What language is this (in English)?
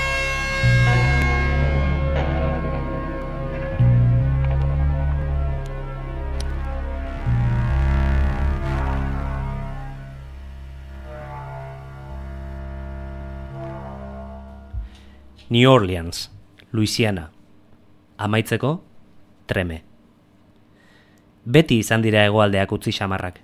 Basque